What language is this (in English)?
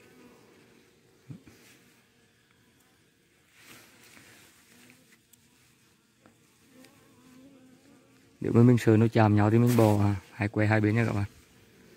Vietnamese